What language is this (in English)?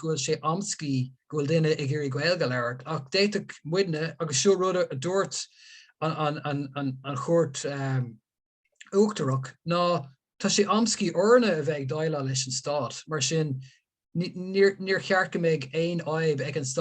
Irish